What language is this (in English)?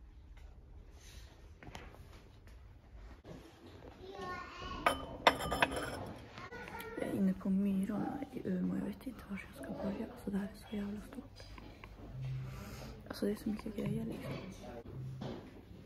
Swedish